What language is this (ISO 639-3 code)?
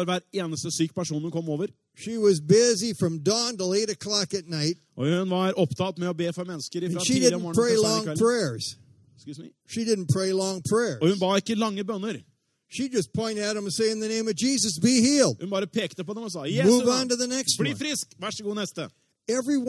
nor